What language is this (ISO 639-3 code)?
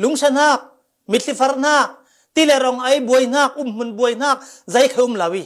cfm